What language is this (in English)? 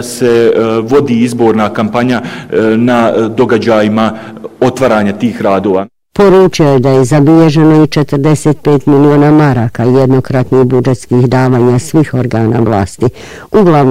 Bosnian